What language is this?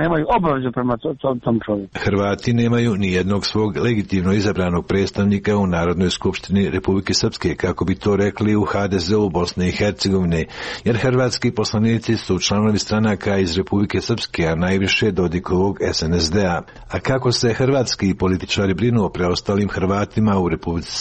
Croatian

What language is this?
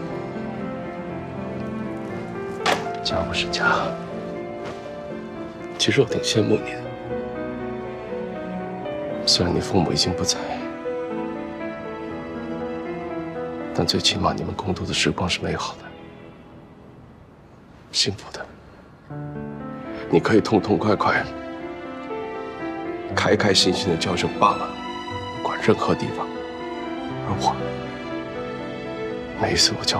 Chinese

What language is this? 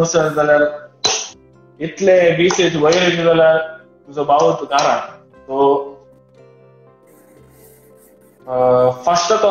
Konkani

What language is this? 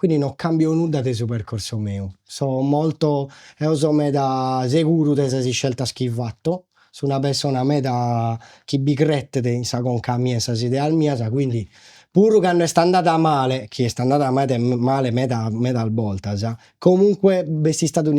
Sardinian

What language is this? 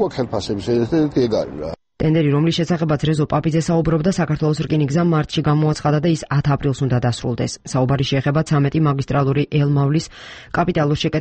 Georgian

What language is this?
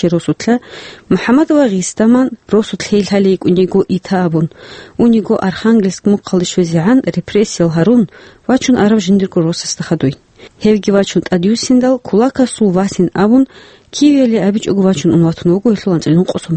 Avaric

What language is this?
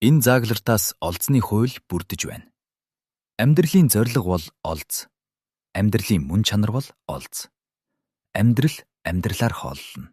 Mongolian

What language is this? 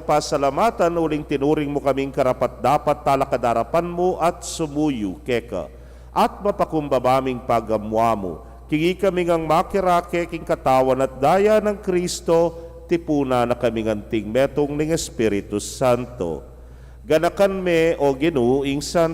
Pampanga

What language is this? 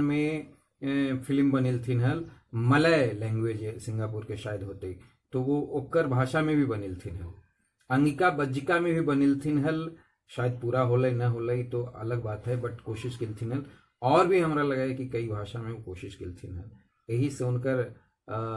Magahi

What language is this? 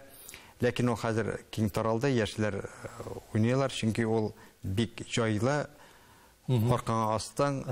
Tatar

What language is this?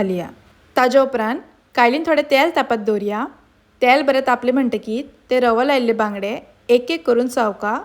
Konkani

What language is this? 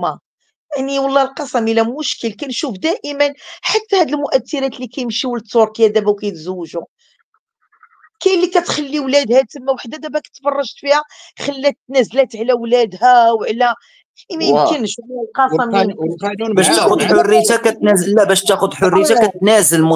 Moroccan Arabic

